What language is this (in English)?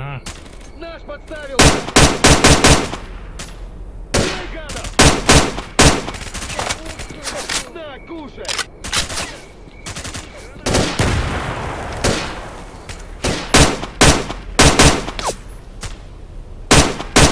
Russian